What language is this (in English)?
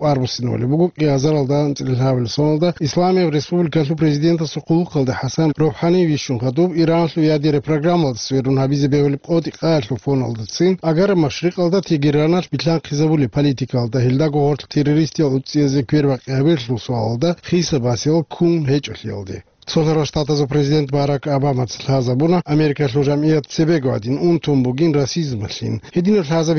Avaric